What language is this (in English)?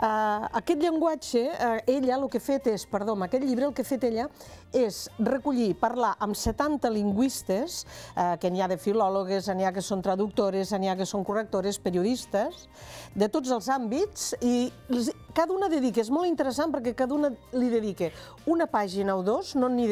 Catalan